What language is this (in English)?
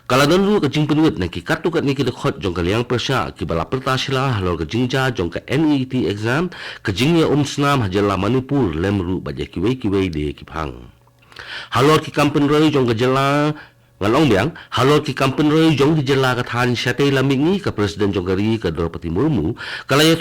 Khasi